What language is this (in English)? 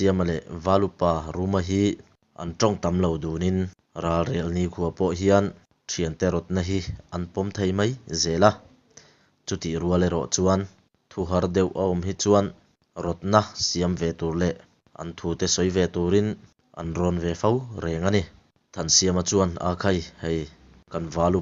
Mizo